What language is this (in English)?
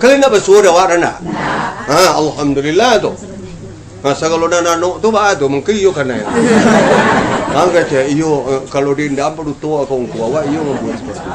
Minangkabau